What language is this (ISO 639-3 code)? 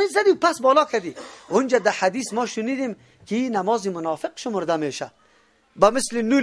fas